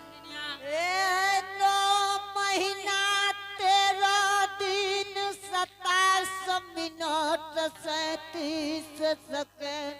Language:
Angika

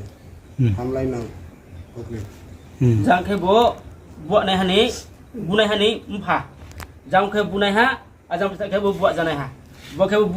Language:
Riang (India)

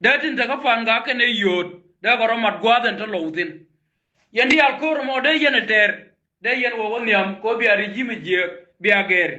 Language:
Nuer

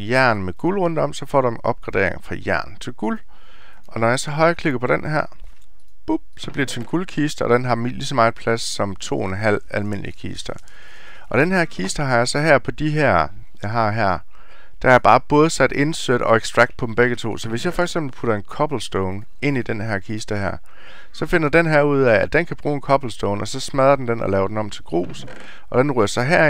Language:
Danish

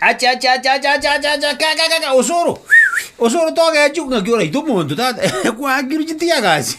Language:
Gusii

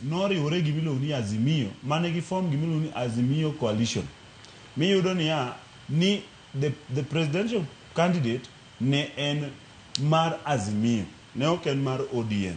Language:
Luo (Kenya and Tanzania)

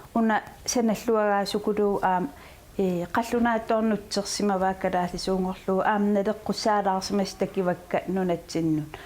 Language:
Kalaallisut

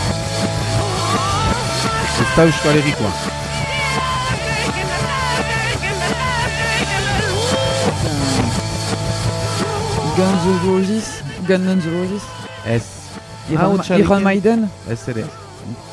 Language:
Basque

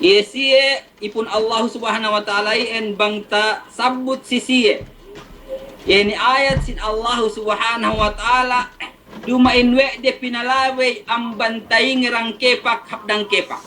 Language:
Yakan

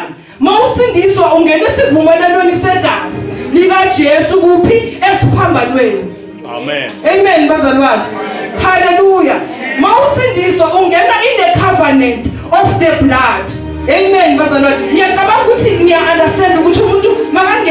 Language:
Zulu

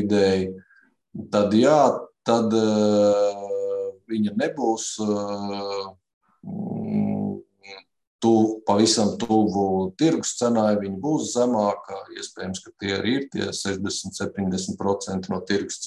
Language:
Latvian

